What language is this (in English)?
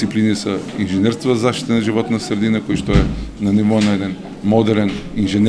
Macedonian